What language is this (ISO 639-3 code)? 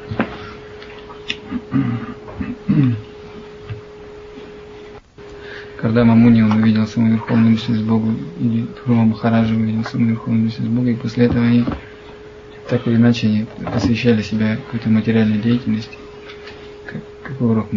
rus